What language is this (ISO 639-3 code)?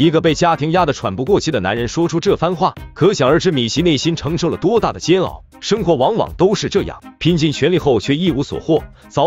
zho